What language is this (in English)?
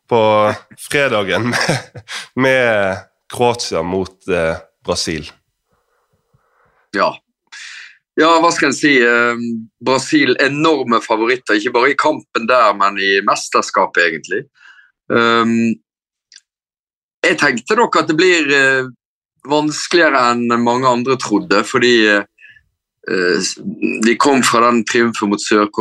Norwegian